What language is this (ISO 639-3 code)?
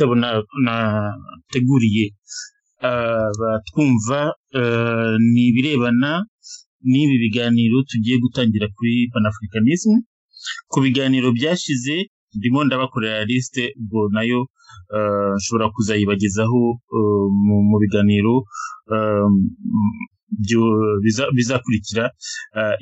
kin